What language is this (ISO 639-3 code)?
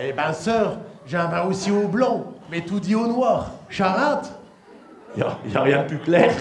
pcd